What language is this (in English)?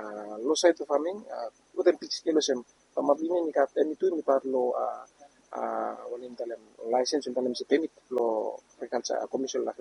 Bislama